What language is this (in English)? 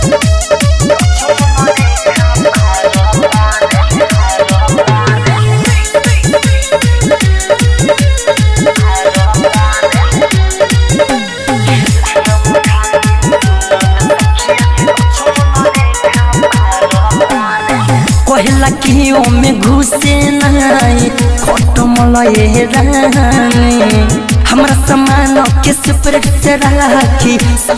Bhojpuri